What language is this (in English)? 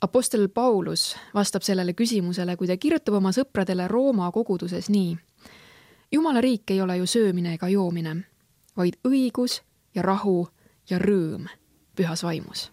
Estonian